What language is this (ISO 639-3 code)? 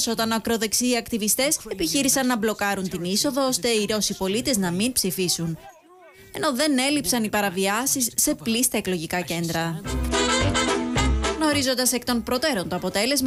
ell